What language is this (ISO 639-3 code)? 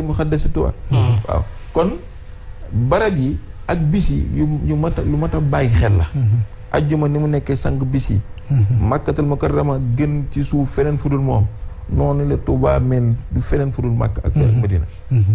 wol